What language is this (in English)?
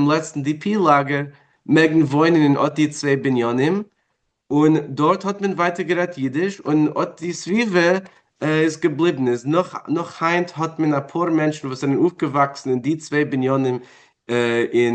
Yiddish